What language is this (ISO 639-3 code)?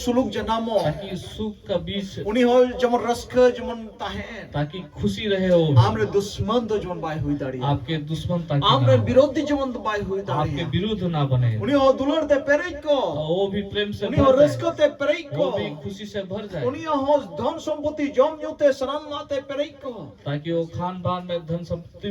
sat